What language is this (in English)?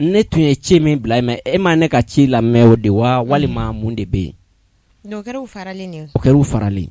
Bambara